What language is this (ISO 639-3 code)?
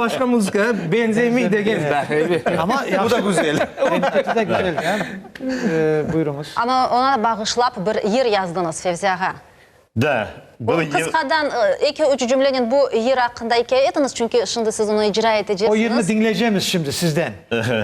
crh